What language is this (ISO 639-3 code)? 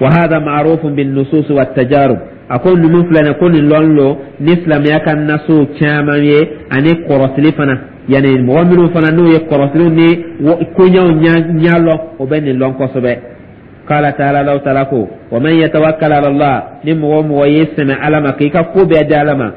dyu